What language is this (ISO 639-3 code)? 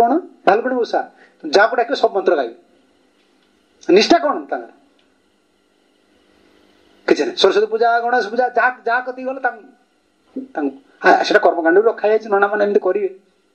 ori